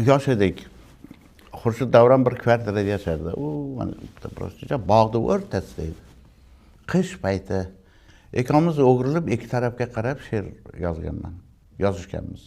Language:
Uzbek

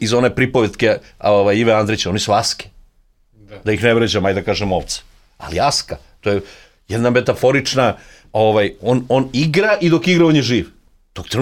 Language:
Serbian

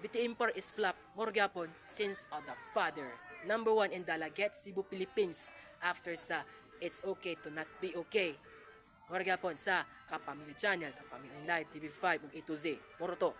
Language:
Cebuano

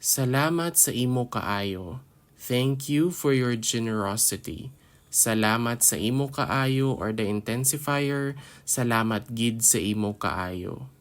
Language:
Hiligaynon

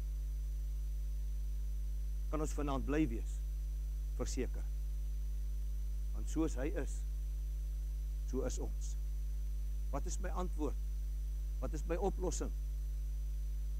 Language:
Afrikaans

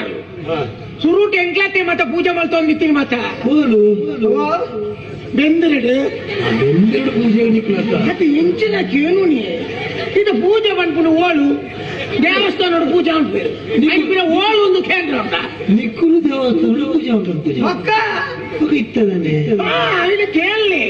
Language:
Tulu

